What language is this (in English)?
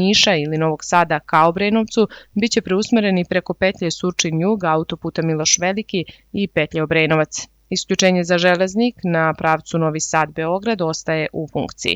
Serbian